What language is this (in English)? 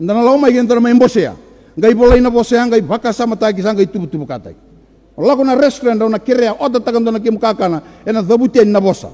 Fijian